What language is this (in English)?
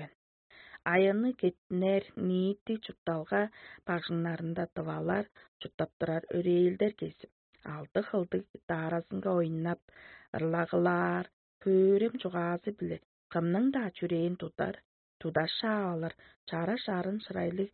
Tuvinian